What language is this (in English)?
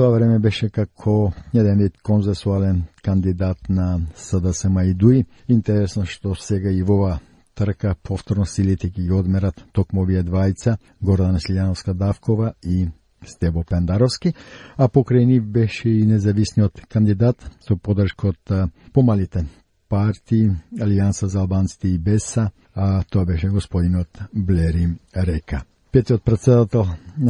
Macedonian